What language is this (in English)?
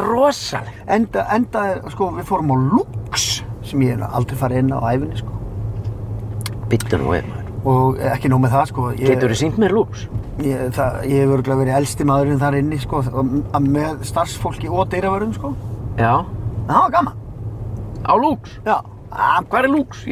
Icelandic